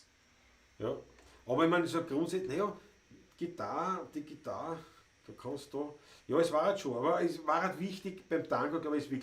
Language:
Bavarian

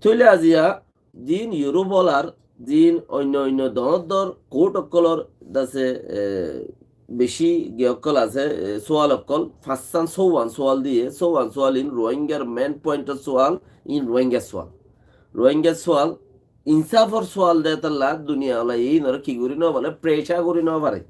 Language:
Rohingya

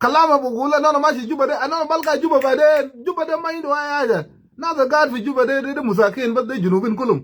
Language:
Nuer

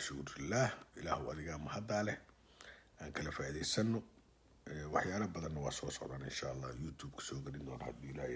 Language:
Somali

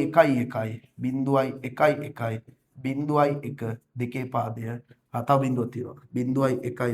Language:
Sinhala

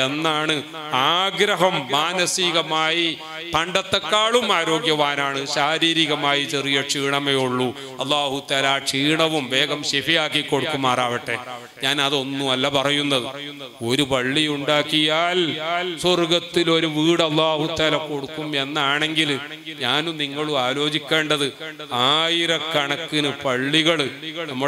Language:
Malayalam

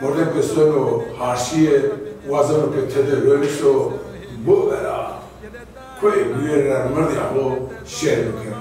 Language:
Zaza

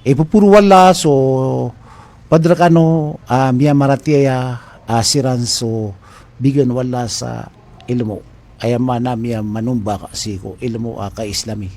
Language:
Maranao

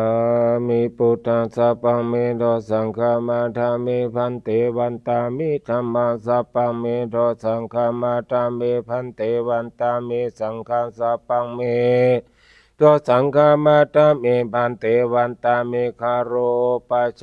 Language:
Pali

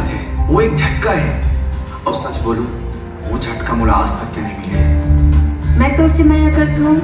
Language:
Chhattisgarhi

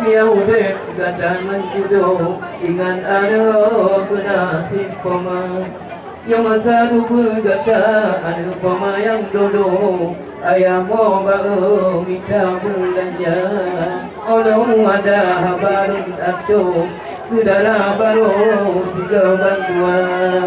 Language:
Achinese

